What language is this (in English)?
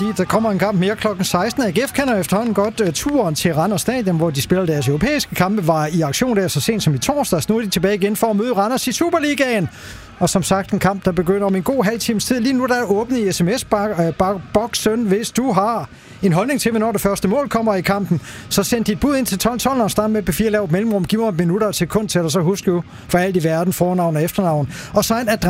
Danish